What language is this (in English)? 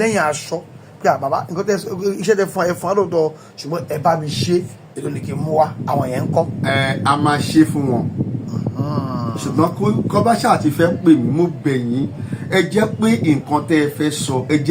Yoruba